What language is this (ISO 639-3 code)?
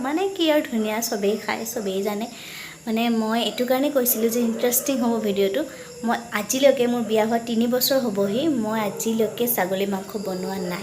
asm